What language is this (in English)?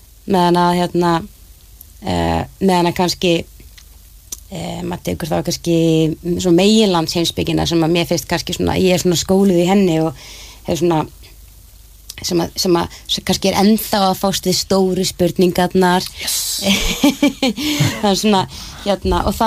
Icelandic